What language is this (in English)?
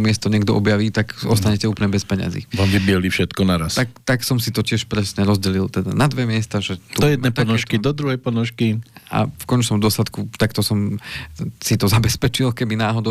Slovak